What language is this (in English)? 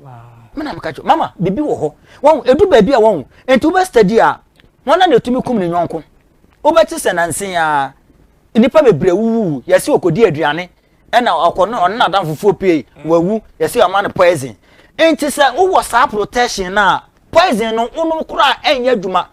Akan